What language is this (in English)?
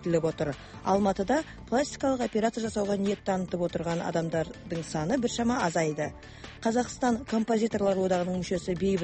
Kazakh